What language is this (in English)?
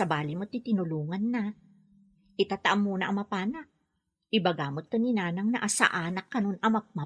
Iloko